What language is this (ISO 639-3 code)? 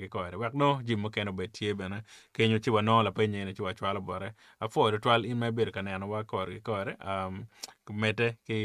ach